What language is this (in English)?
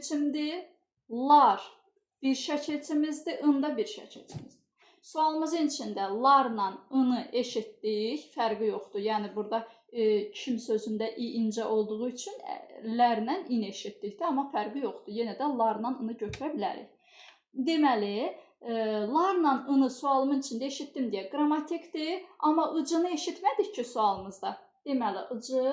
Azerbaijani